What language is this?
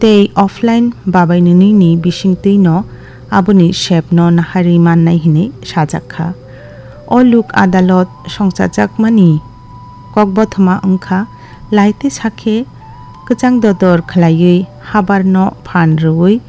Kok Borok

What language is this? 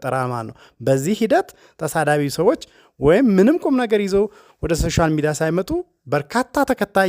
Amharic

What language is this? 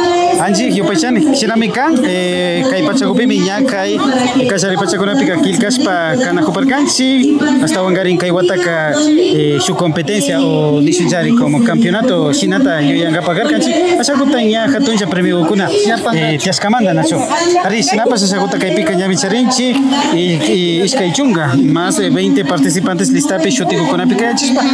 Imbabura Highland Quichua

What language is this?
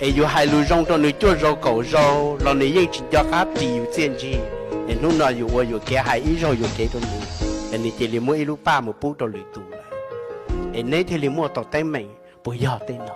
Hmong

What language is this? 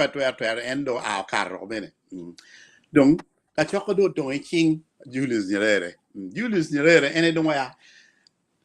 Acoli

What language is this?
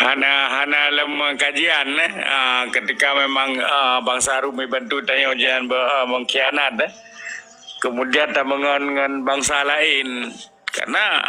Achinese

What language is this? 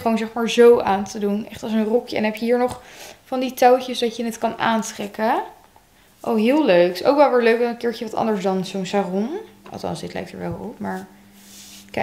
Dutch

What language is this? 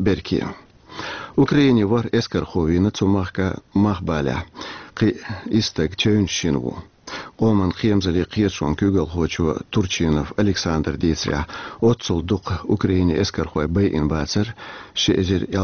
Chechen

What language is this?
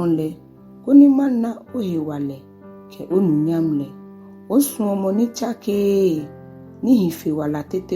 Ga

